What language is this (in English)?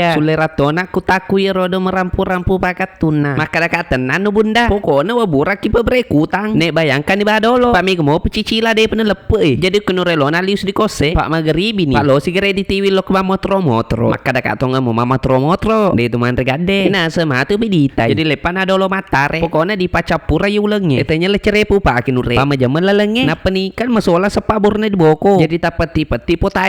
Buginese